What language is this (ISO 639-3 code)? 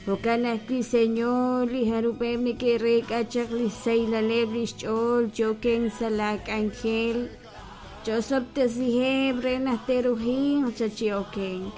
kek